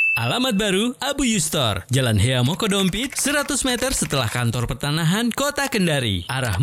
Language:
Indonesian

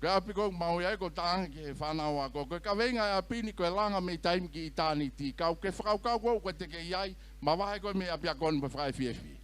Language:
Tongan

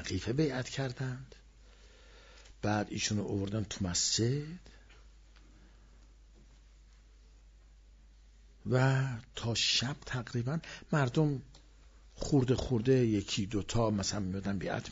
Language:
Persian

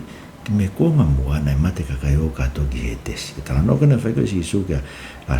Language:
Tongan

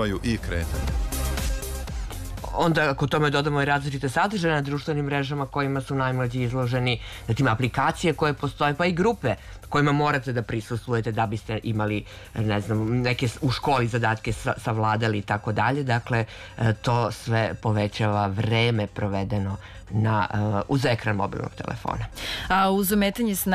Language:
Serbian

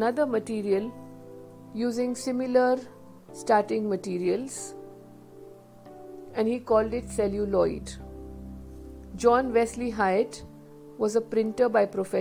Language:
English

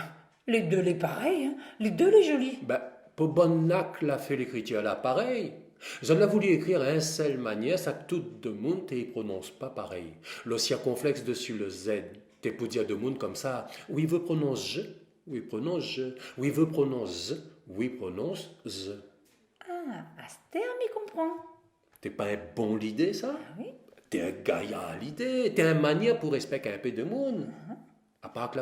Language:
Réunion Creole French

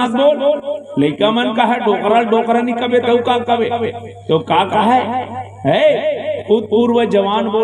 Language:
Chhattisgarhi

